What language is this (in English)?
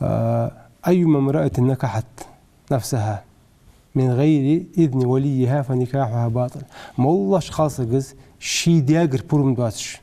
Ingush